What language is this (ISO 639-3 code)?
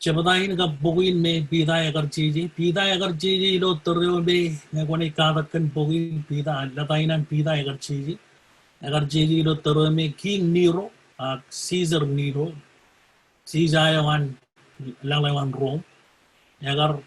mah